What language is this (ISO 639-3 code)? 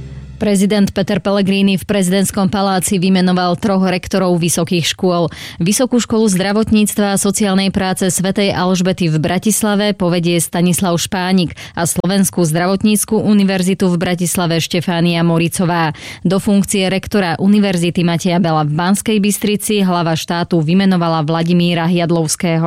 slk